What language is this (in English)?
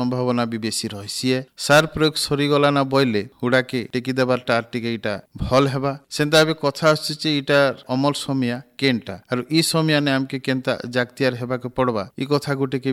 Odia